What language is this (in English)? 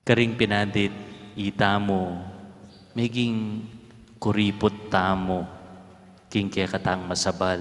Pampanga